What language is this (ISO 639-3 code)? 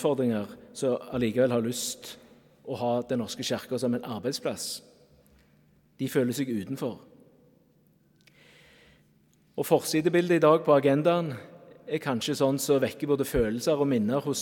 nor